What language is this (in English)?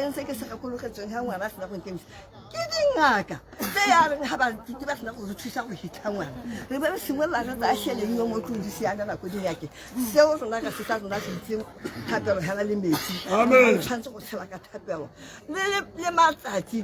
Tswana